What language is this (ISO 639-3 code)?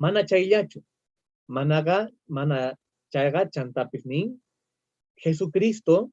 quh